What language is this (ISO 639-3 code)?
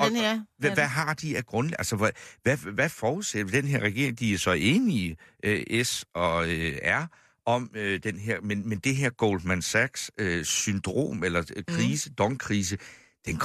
dan